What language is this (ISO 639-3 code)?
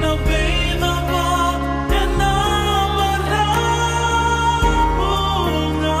fij